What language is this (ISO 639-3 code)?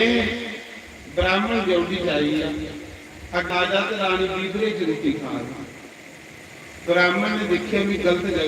doi